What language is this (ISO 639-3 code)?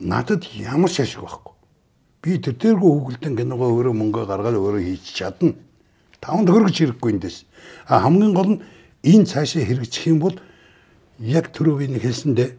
mon